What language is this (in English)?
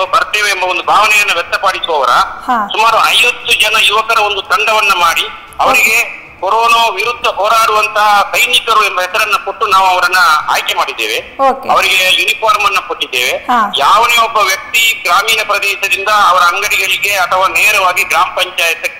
Kannada